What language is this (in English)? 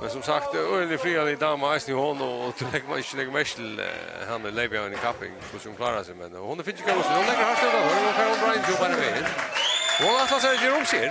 Faroese